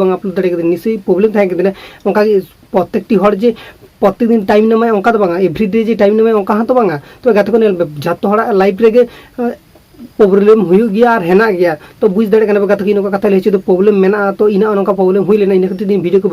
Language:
Santali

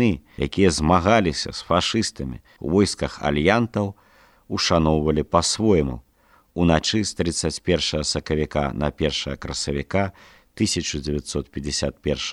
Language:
Belarusian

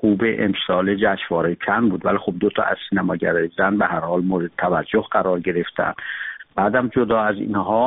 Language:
Persian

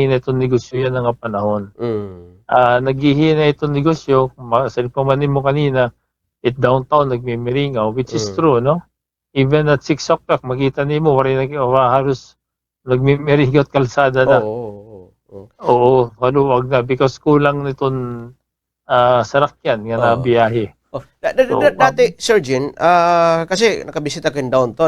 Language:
Waray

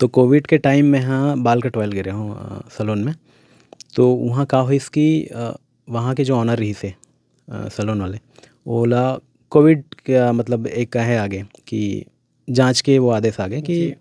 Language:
Chhattisgarhi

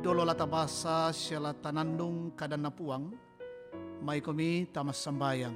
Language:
Toraja-Sa'dan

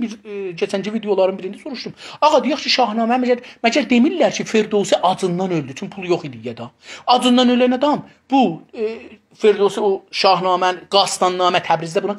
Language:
South Azerbaijani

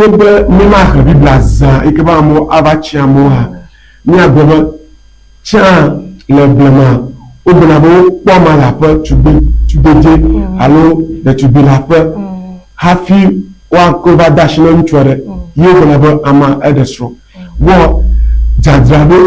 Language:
Ewe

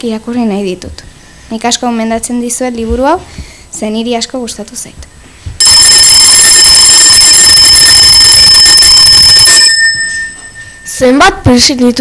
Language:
Basque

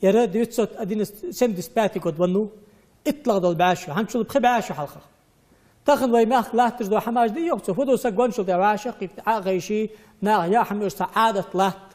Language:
Ingush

